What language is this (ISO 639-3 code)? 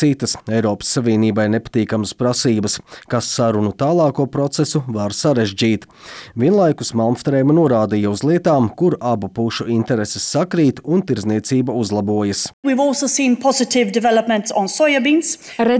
lav